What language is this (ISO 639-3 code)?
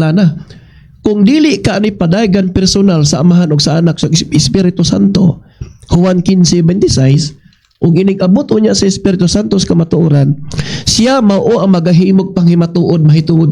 ceb